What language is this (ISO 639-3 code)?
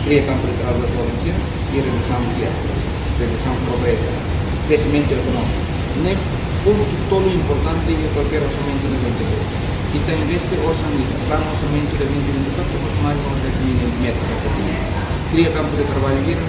tet